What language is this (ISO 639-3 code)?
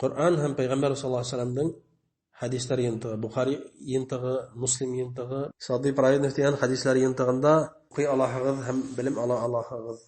bak